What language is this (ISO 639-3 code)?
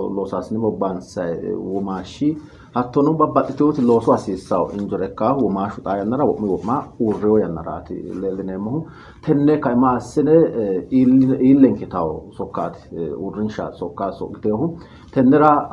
sid